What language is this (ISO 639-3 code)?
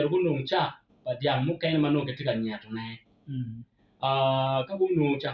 ach